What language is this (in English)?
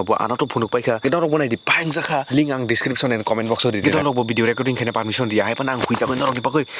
Kok Borok